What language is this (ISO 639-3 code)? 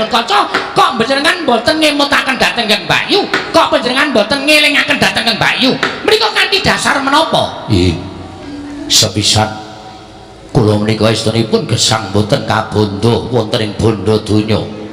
jav